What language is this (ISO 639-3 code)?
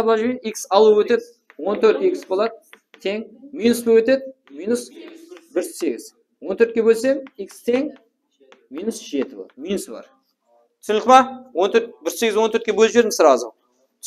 kaa